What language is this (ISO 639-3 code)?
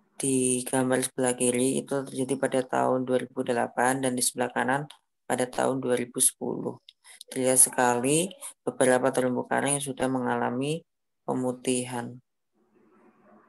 ind